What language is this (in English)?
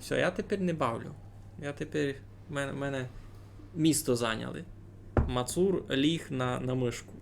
Rusyn